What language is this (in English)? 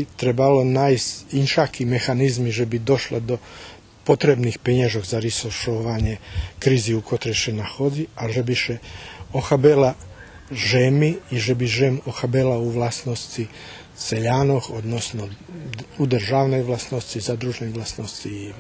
Rusyn